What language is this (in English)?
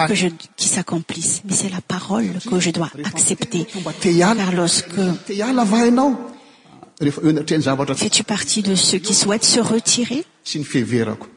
French